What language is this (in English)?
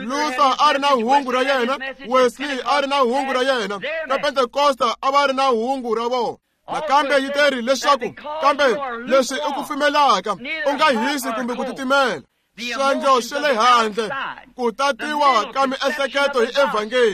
Tsonga